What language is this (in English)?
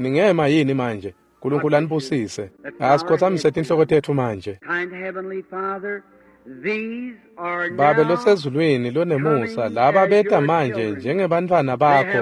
Swati